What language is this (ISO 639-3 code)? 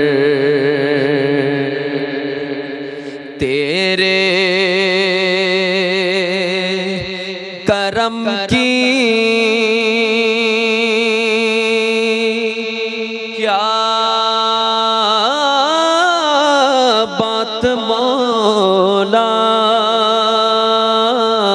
urd